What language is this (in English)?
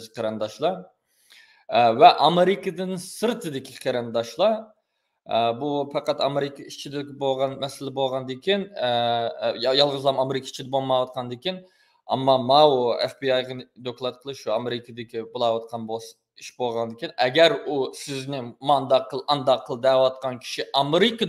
Uyghur